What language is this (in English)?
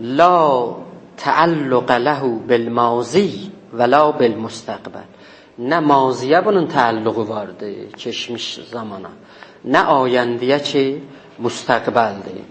South Azerbaijani